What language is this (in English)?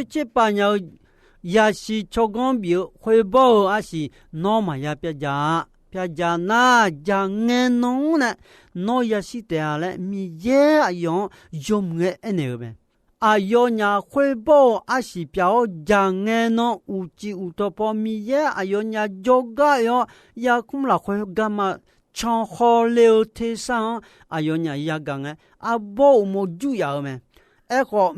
Akha